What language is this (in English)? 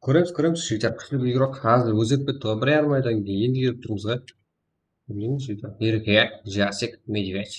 Kara-Kalpak